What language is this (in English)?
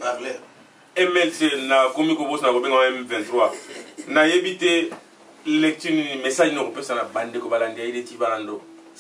Lingala